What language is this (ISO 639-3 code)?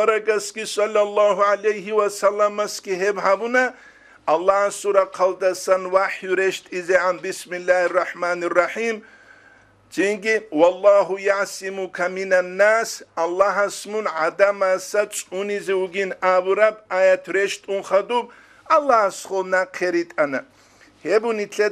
ava